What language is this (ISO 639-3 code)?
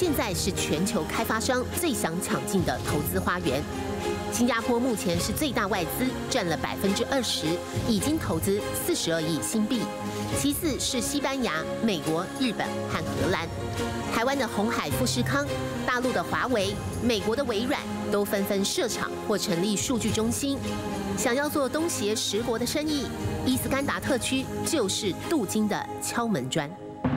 zho